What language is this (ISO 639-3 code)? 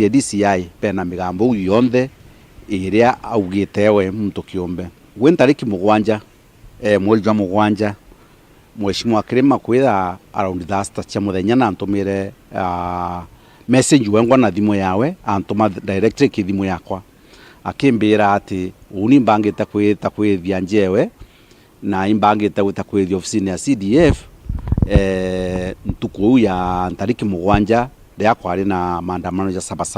mer